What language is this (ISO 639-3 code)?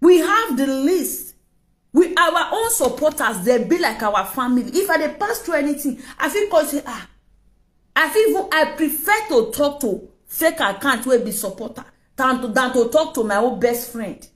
pcm